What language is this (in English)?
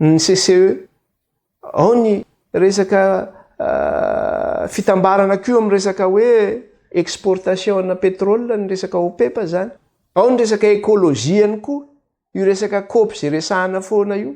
Malagasy